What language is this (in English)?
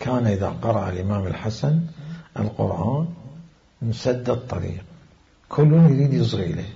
Mesopotamian Arabic